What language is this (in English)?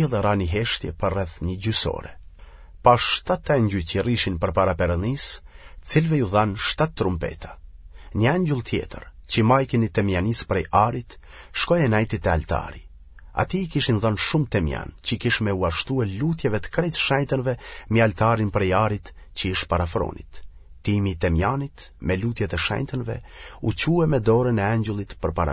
Albanian